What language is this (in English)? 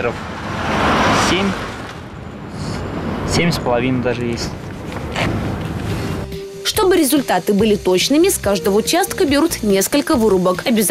Russian